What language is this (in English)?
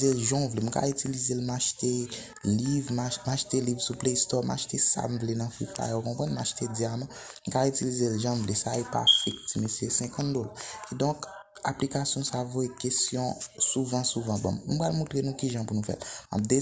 Haitian Creole